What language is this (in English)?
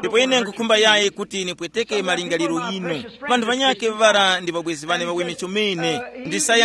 Tumbuka